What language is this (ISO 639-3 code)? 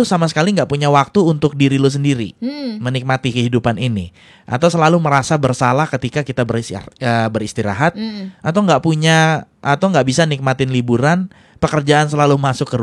ind